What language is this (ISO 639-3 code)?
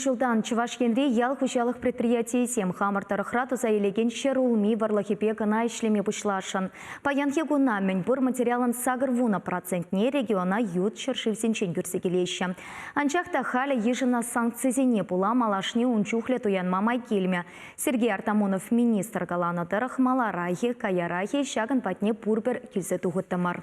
chv